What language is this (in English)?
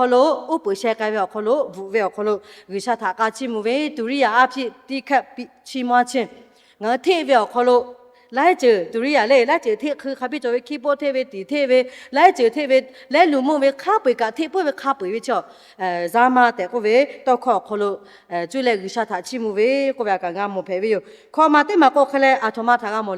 Lahu